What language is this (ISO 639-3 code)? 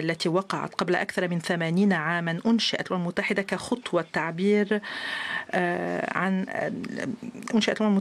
ara